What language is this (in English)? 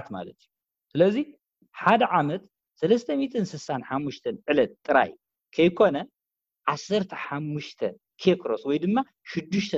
Tigrinya